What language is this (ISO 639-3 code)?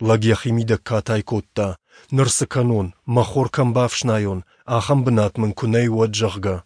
oss